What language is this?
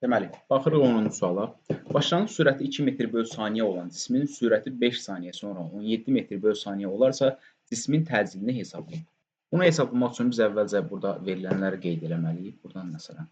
Azerbaijani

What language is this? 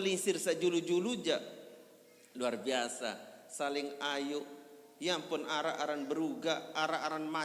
Sasak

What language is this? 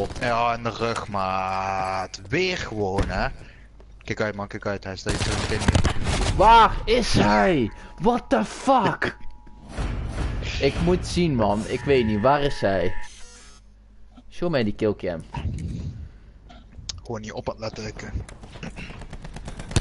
Dutch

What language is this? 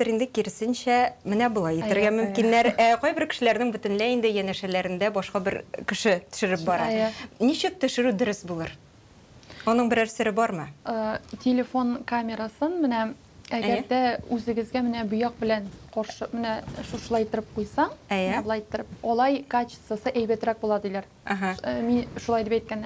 Tatar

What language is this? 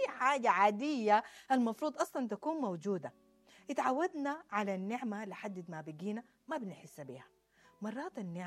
Sudanese Arabic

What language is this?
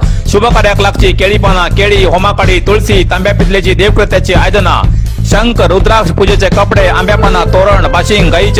Konkani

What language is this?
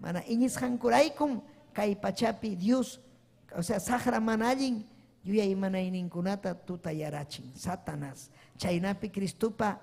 Ayacucho Quechua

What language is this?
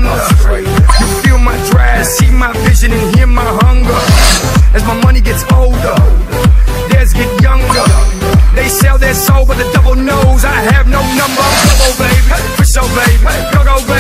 English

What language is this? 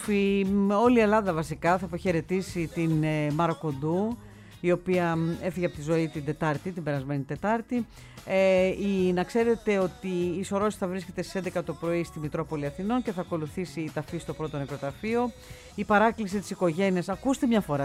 Greek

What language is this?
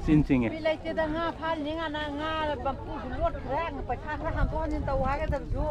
Manipuri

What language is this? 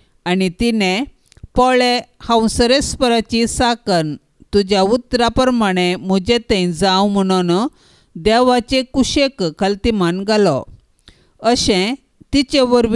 Konkani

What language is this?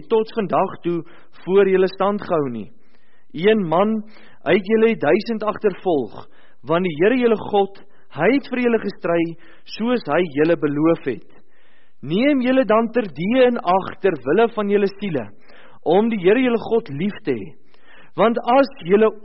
Afrikaans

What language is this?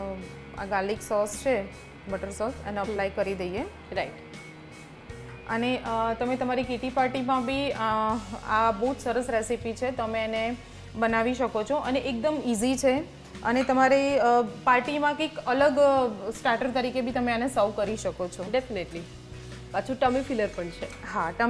Gujarati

